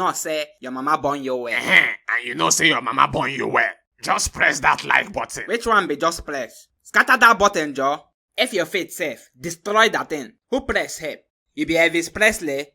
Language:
Nigerian Pidgin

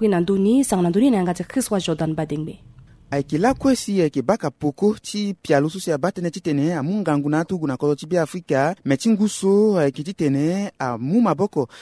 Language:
Sango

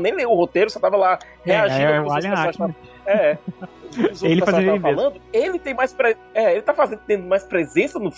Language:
Portuguese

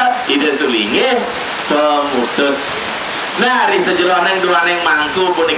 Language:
Balinese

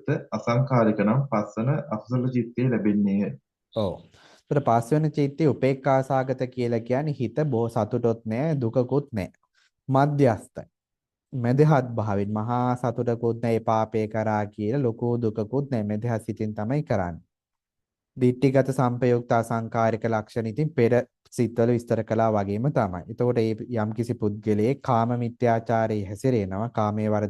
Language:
Sinhala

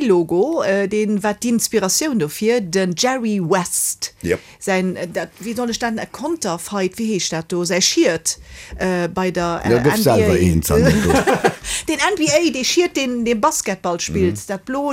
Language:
Luxembourgish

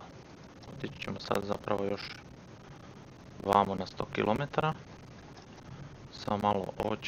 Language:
Croatian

